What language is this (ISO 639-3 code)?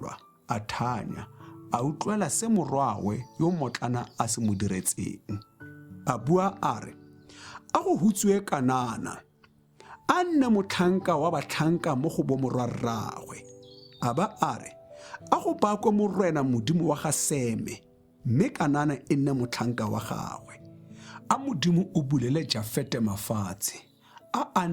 tsn